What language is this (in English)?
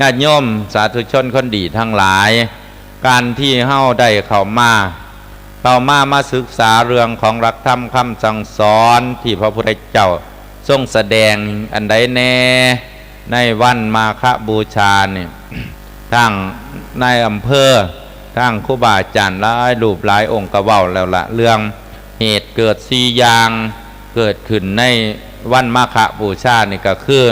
Lao